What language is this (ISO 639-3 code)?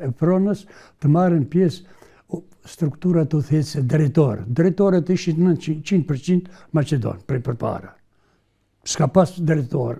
sqi